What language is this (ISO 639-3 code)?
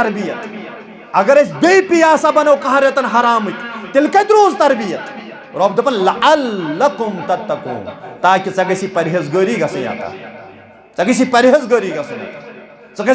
kas